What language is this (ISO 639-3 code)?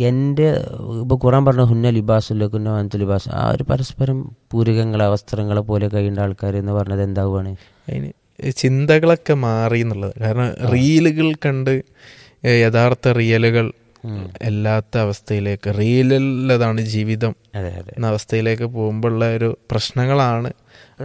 mal